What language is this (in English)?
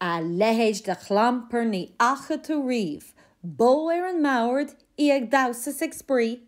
Irish